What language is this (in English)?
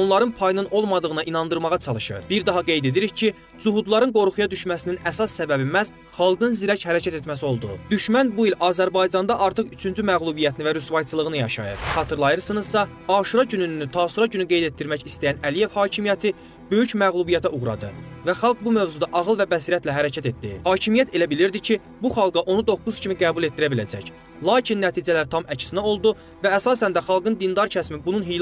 Azerbaijani